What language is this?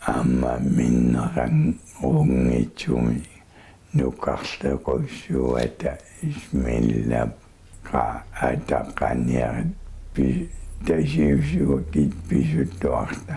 Kalaallisut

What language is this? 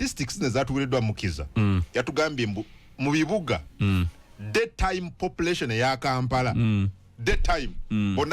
Ganda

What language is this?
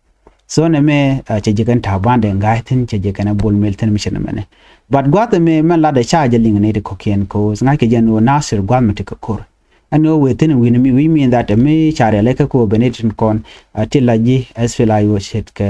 Nuer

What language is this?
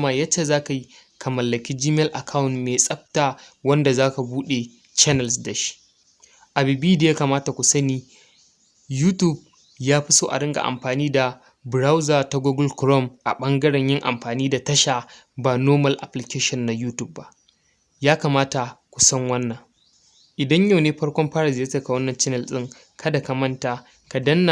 Hausa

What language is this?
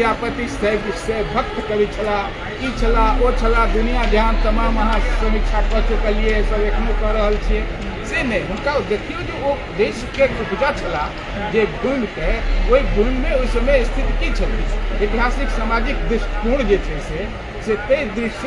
Maithili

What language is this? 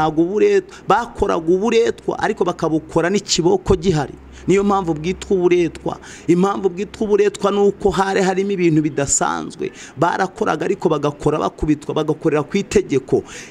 Kinyarwanda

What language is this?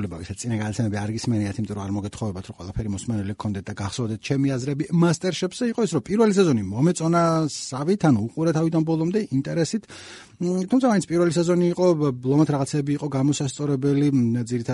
Georgian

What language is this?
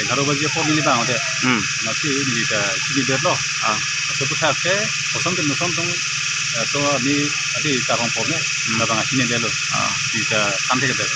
Karbi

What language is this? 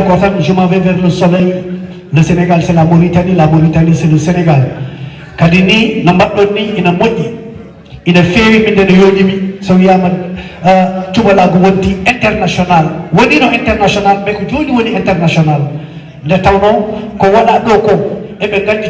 Fula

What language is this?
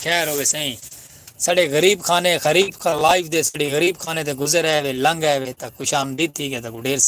Saraiki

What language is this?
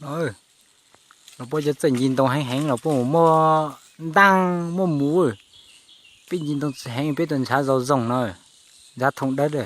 Hmong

